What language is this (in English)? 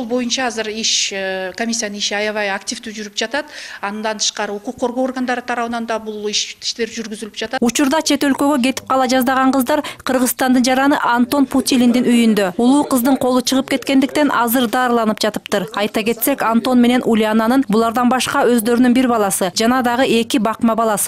Kyrgyz